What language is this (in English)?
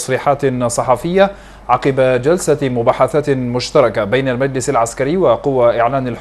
Arabic